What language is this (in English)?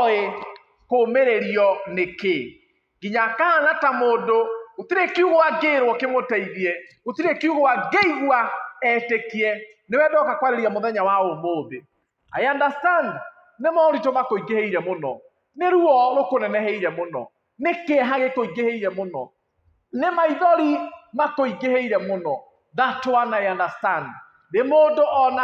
Kikuyu